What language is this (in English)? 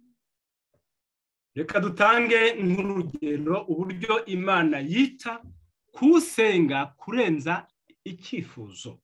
Kinyarwanda